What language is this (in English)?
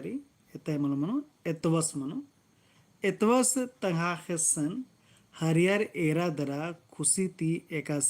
Kurukh